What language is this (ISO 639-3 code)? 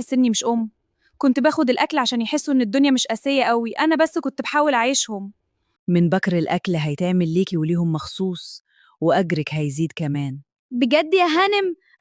arz